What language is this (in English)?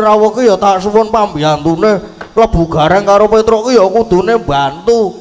Javanese